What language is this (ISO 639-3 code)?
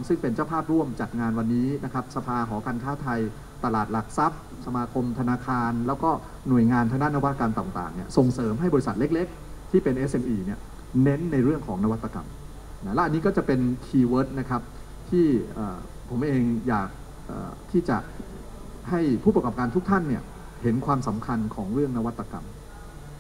tha